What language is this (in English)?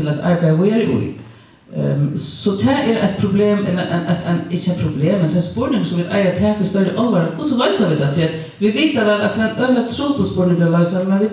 Faroese